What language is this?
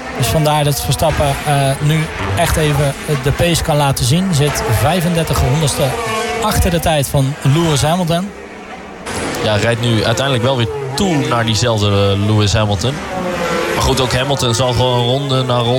Dutch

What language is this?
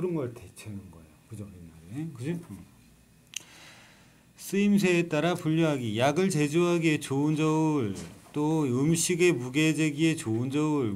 Korean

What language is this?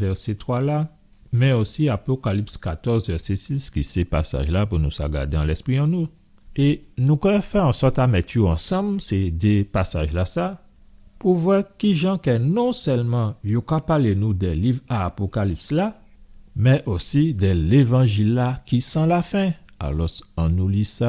Guadeloupean Creole French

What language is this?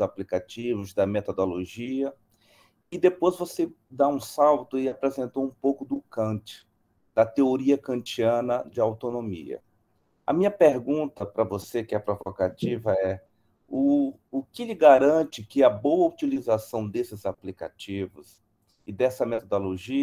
Portuguese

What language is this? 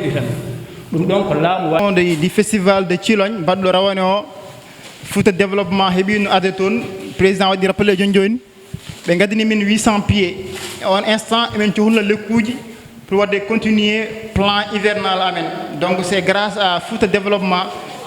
Fula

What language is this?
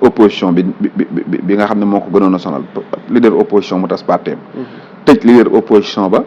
Wolof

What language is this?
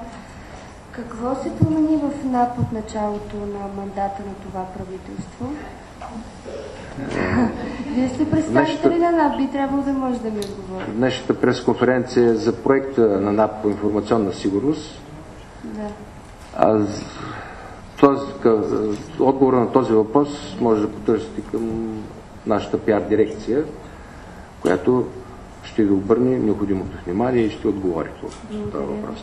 Bulgarian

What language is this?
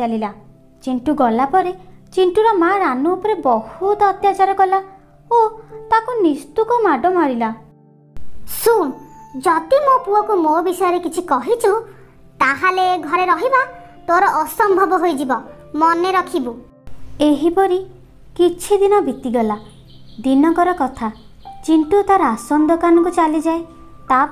Odia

